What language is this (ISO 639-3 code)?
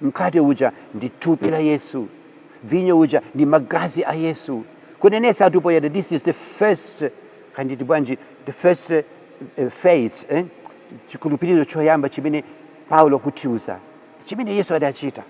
nya